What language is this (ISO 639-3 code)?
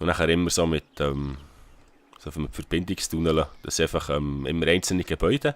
gsw